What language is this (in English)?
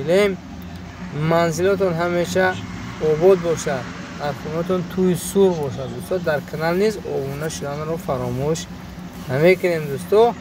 Tajik